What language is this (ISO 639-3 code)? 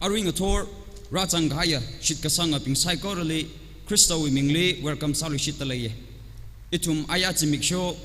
nmf